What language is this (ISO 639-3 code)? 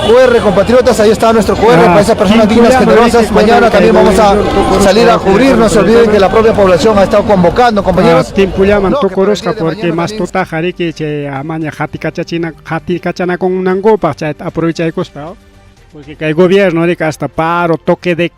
quy